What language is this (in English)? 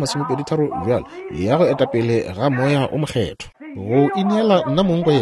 Northern Sotho